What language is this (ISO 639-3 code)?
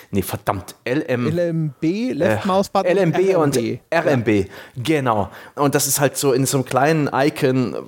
deu